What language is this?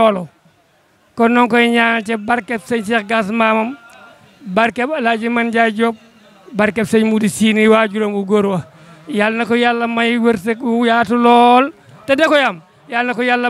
Wolof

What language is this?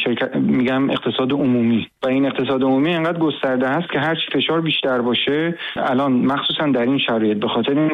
Persian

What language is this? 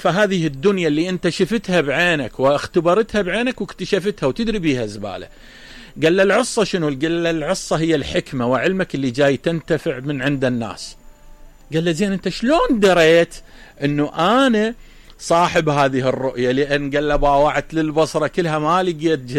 Mesopotamian Arabic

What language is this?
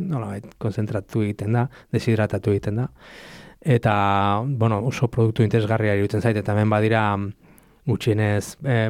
Basque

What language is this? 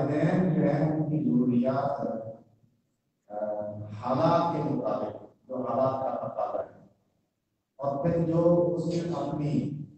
Urdu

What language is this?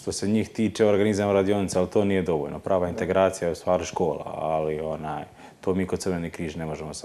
Croatian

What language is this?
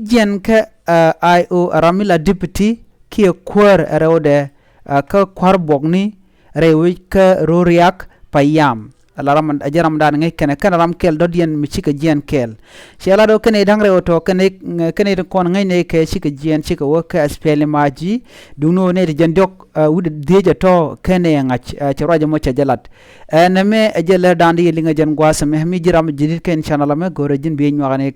Nuer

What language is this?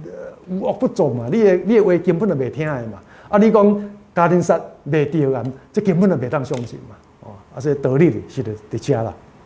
Min Nan Chinese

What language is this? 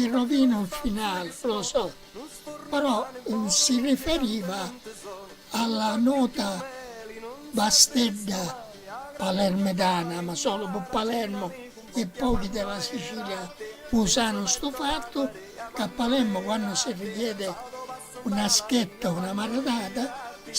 Sicilian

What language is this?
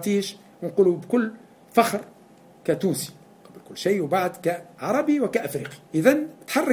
Tunisian Arabic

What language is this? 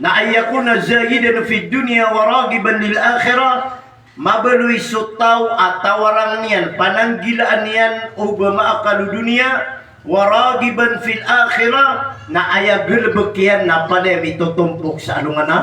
Maranao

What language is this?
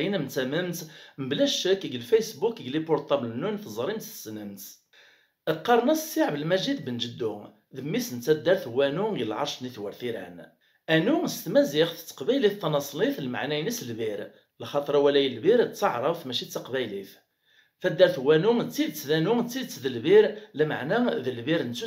Kabyle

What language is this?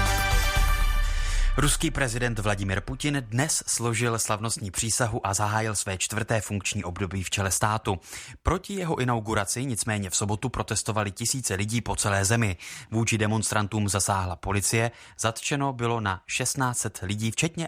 Czech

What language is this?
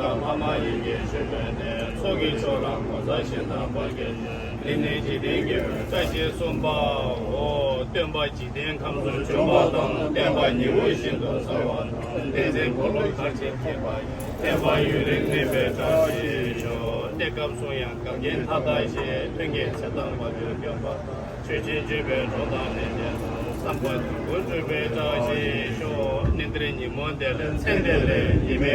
Tibetan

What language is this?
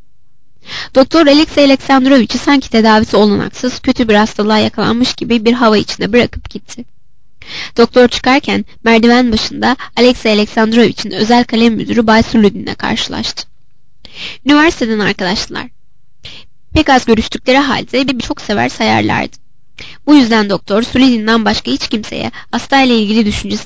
Turkish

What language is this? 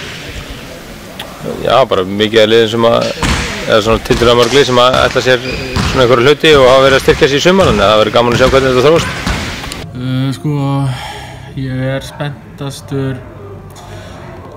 Icelandic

